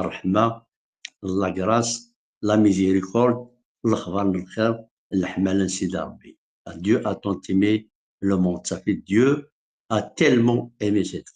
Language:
Kabyle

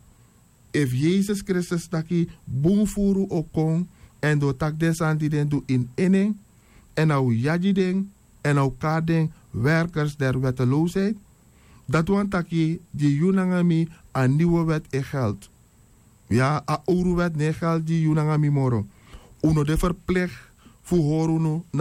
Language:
Sranan Tongo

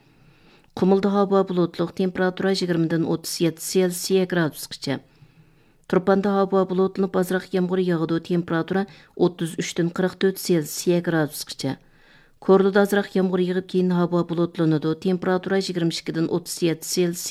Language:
Uyghur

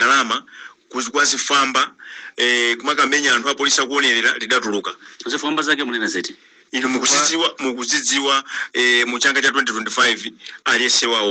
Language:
Nyanja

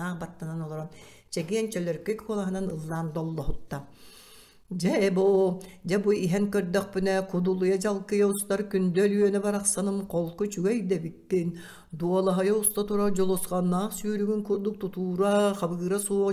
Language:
Yakut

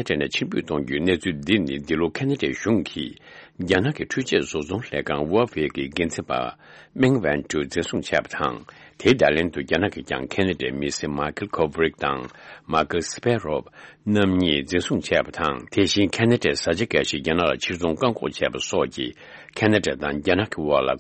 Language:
Tibetan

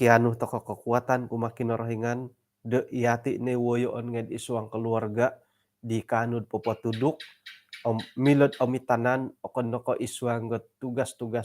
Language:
Central Dusun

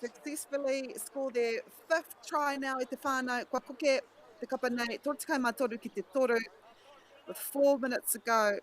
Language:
Māori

